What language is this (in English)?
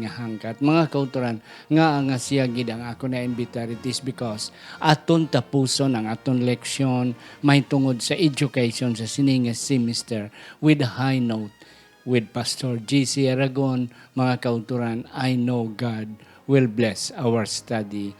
Hiligaynon